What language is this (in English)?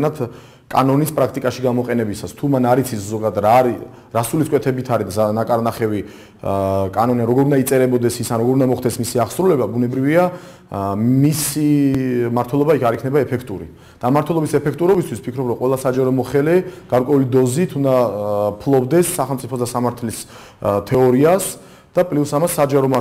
Georgian